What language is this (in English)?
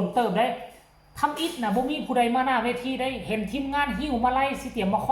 Northeastern Thai